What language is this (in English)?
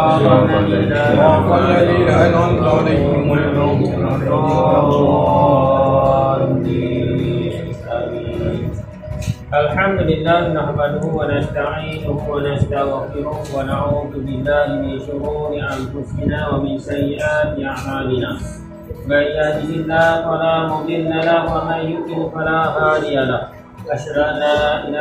Malay